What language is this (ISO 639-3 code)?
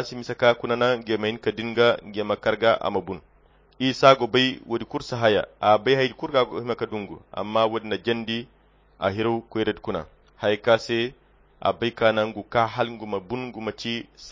khq